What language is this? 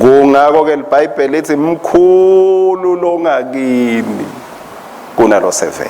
Swati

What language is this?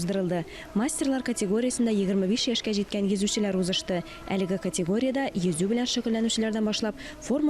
Tatar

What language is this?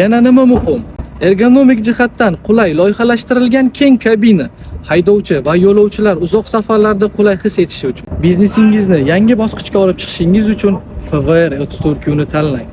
Uzbek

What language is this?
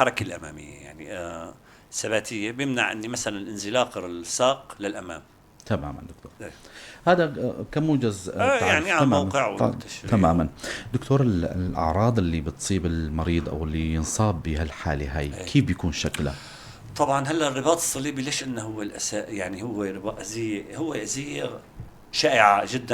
North Levantine Arabic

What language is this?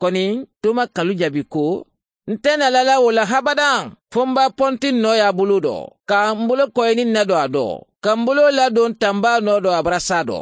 Mandingo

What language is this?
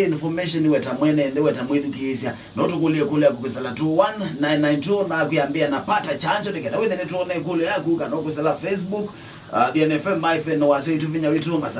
Kamba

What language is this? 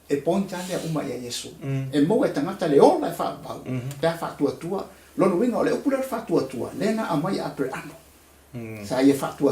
Samoan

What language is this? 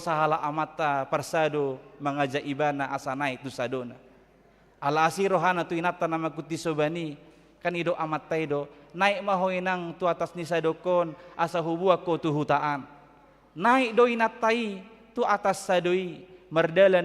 Batak Toba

